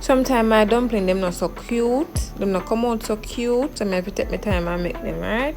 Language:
Jamaican Creole English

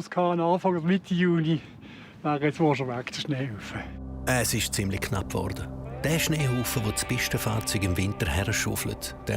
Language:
Swiss German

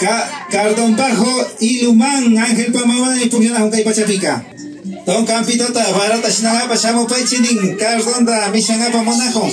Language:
Imbabura Highland Quichua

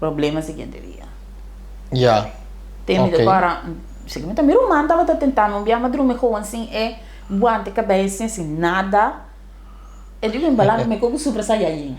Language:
Papiamento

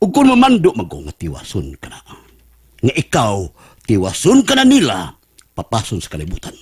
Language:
Cebuano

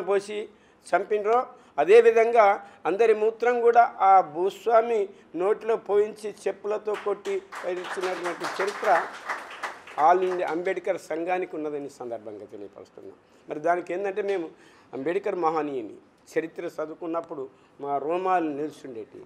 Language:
Telugu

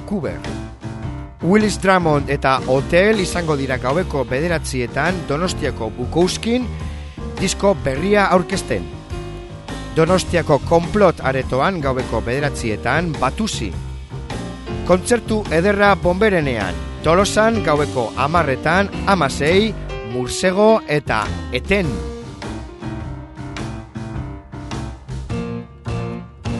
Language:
Basque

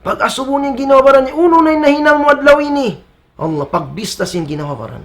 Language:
Tausug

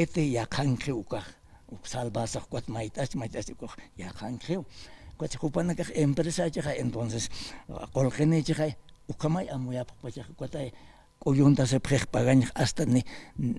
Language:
Aymara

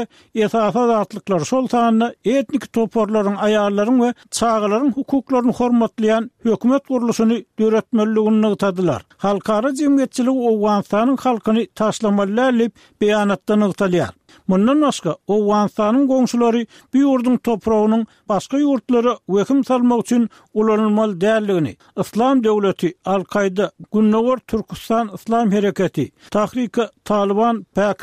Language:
Turkmen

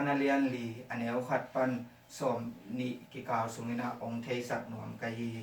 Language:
Tedim Chin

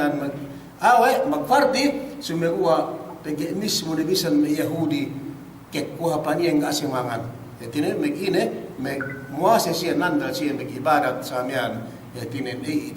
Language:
Yakan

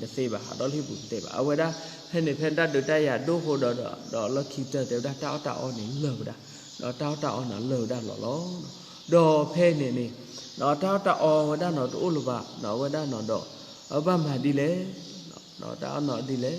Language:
S'gaw Karen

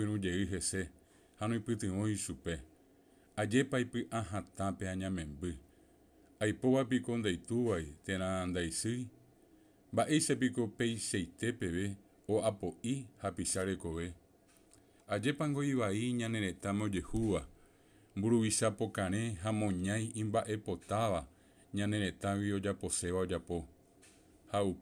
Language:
Guarani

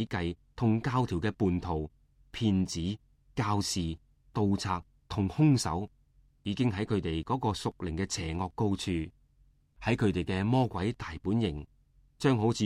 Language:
Cantonese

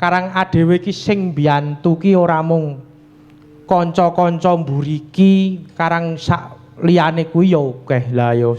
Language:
Javanese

